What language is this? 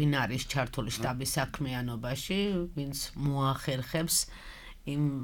Georgian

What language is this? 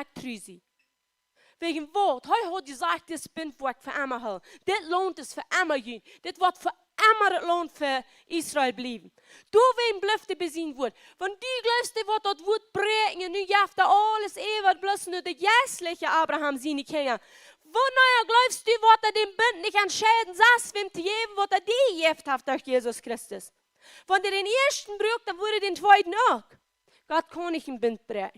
Plautdietsch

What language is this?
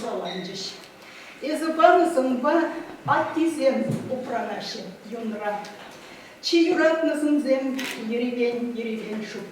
Chuvash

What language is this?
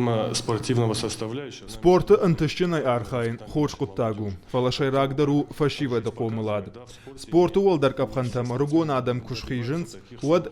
Ossetic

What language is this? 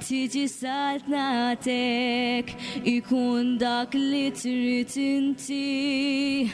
Maltese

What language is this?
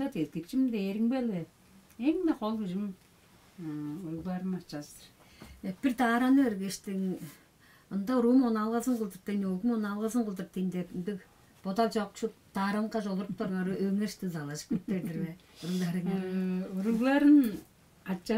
Tuvinian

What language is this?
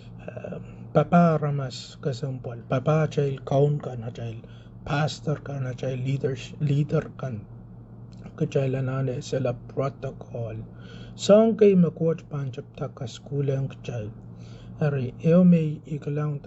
Pohnpeian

